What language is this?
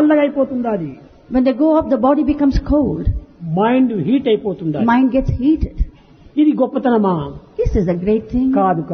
Telugu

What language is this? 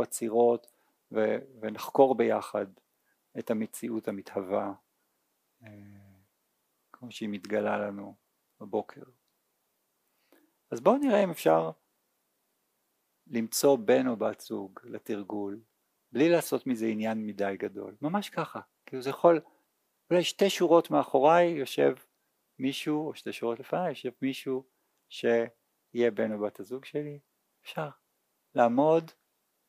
Hebrew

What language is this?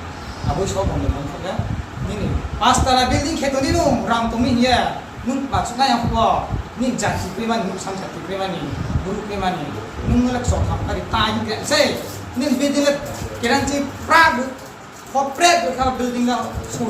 Riang (India)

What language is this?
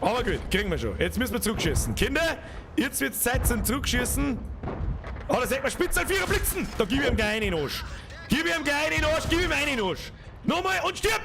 Bavarian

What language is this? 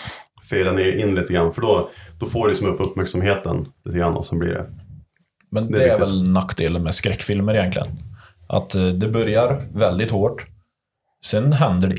Swedish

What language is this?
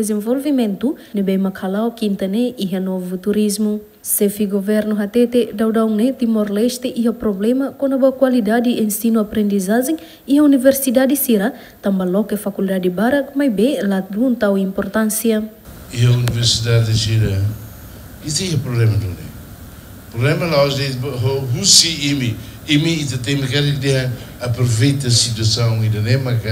Tetum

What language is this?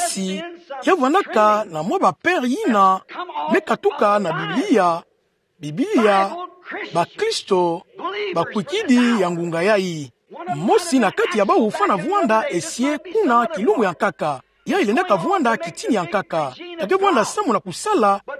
Kituba (Democratic Republic of Congo)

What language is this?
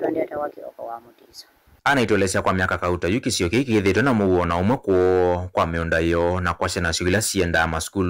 Kamba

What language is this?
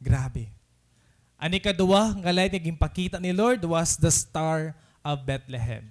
Waray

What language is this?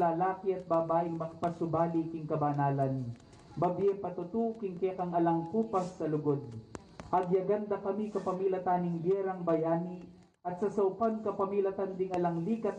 Pampanga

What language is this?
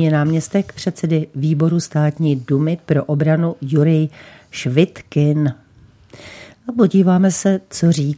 Czech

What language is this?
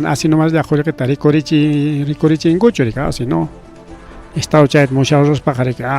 Ayacucho Quechua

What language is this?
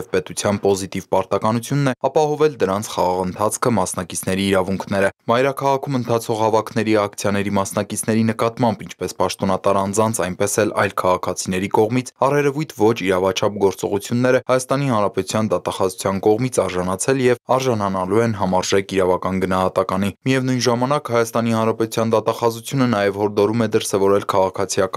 Armenian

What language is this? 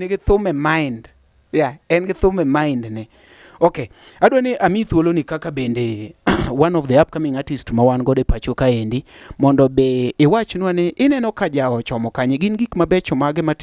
Luo (Kenya and Tanzania)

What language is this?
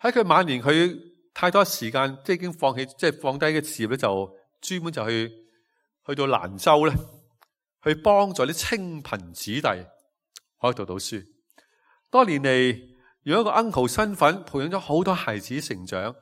Cantonese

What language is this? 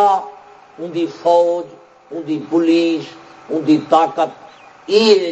Saraiki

